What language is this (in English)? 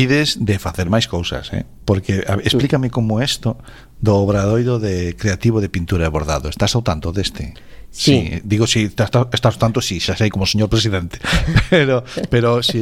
Galician